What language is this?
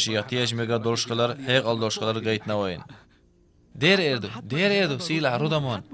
Chechen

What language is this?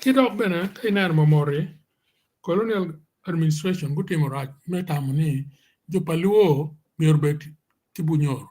Acoli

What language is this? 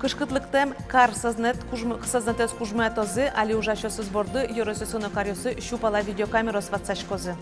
Udmurt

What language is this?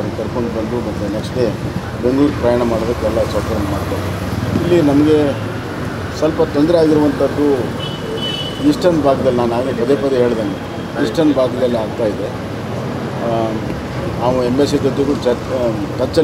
Kannada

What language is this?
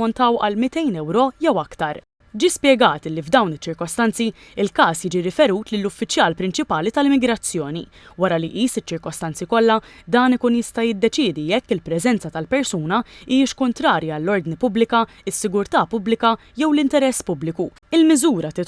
Maltese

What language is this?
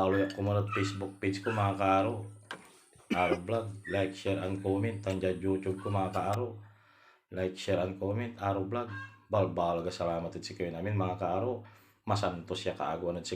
Pangasinan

